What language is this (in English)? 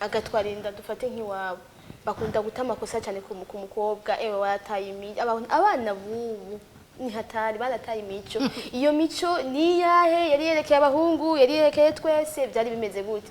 Rundi